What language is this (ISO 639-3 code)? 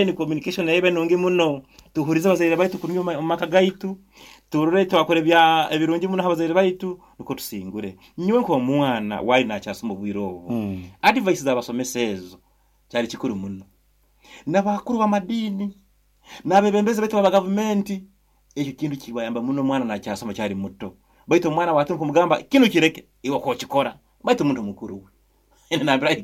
nyo